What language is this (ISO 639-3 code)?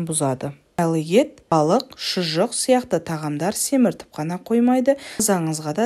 kaz